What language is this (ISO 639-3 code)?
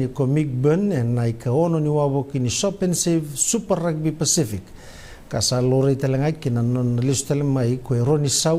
fij